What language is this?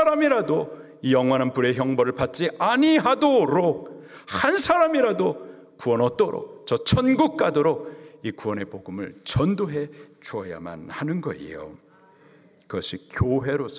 Korean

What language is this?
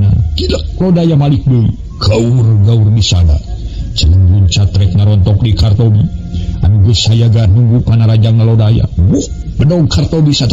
Sundanese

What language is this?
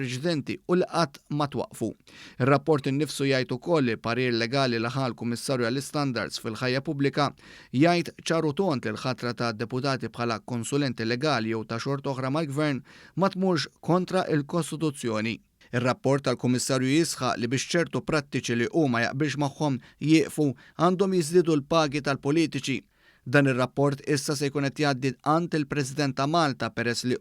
Maltese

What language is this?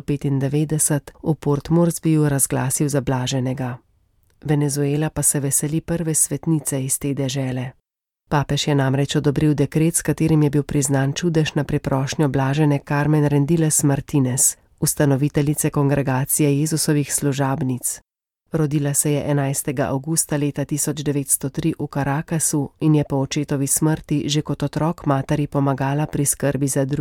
Slovenian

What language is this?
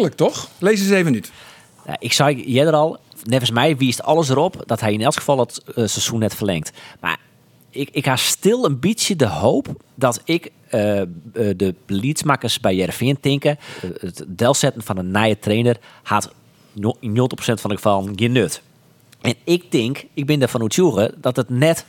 Western Frisian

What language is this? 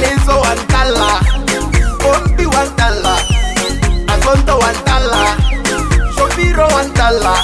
Tswana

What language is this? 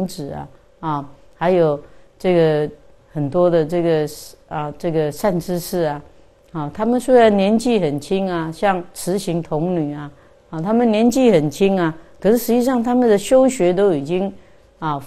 Chinese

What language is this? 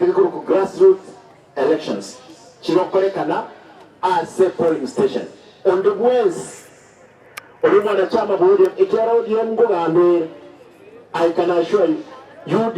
Gusii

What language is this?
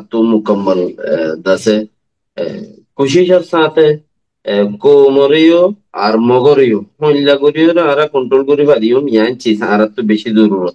Rohingya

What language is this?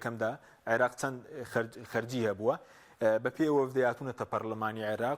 Central Kurdish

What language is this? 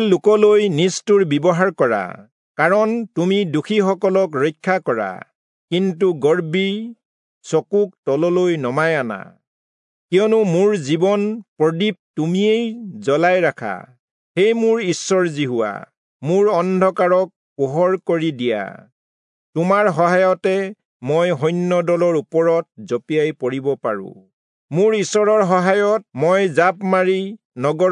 Assamese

